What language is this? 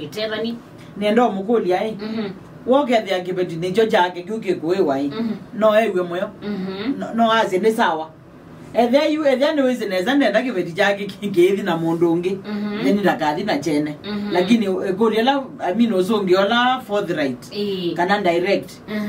Kamba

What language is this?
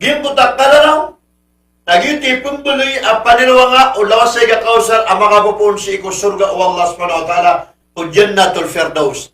Maranao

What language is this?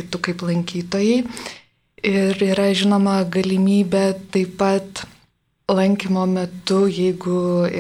Lithuanian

